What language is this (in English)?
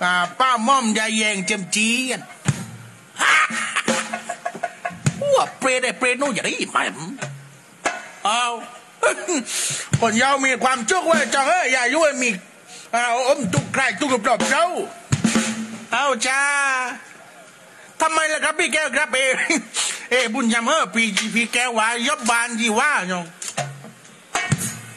Thai